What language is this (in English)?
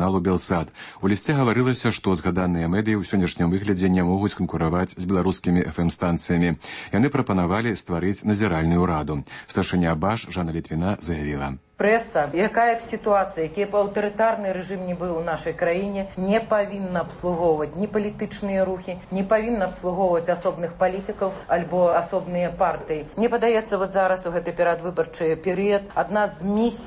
Belarusian